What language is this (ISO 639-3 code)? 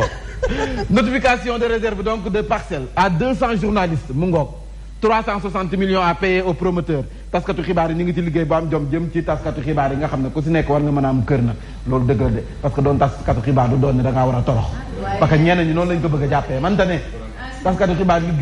wol